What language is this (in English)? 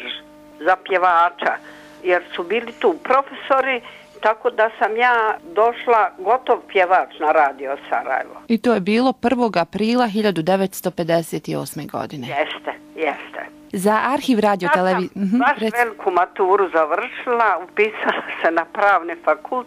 Bosnian